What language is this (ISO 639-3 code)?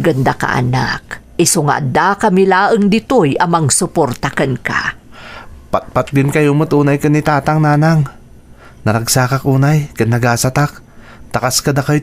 ilo